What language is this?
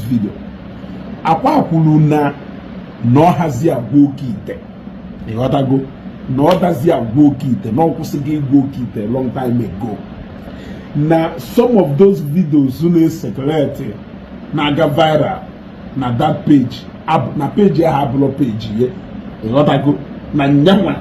Igbo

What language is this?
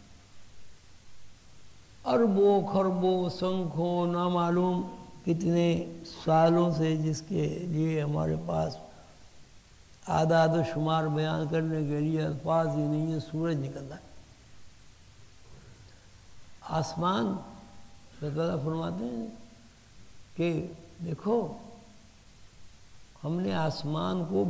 Urdu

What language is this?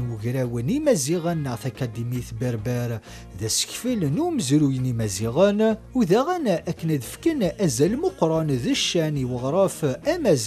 Kabyle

